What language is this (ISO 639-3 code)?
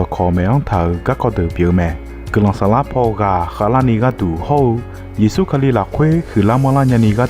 ahk